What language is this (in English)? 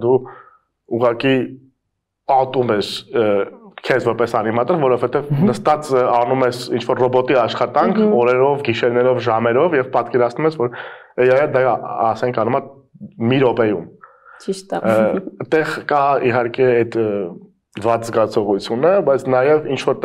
Armenian